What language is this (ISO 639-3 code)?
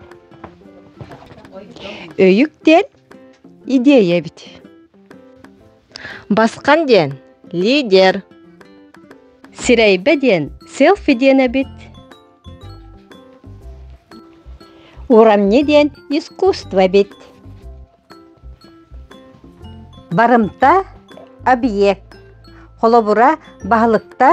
sah